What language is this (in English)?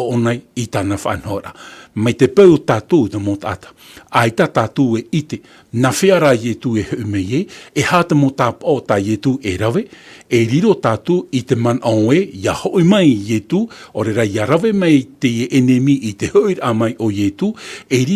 Tahitian